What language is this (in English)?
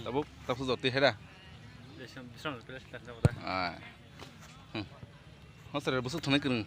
Kok Borok